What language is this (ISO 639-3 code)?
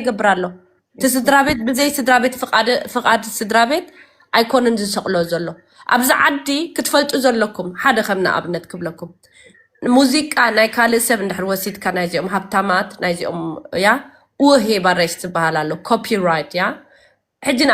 tir